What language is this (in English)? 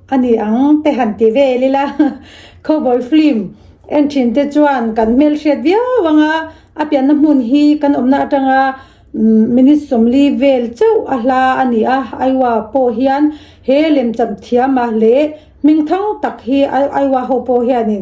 Mizo